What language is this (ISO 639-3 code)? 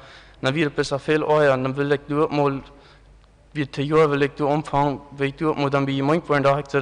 pdt